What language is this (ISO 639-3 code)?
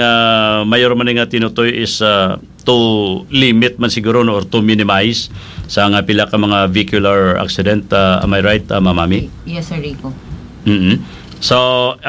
hil